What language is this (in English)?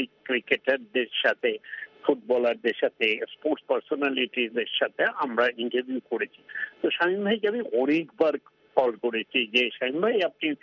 Bangla